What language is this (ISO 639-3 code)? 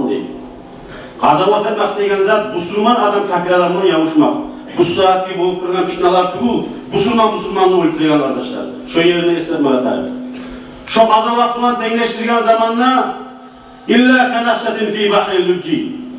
kum